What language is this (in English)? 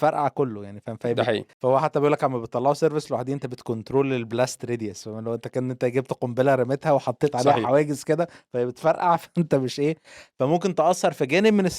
Egyptian Arabic